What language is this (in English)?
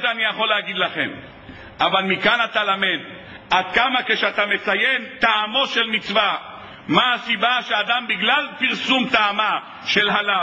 Hebrew